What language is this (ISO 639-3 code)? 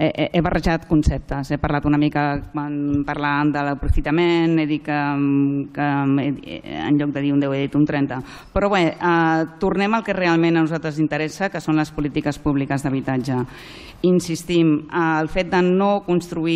cat